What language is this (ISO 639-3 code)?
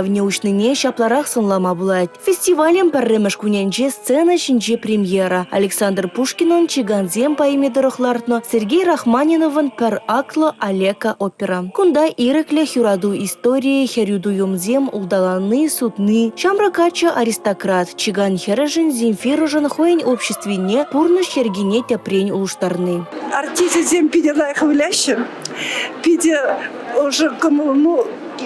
chv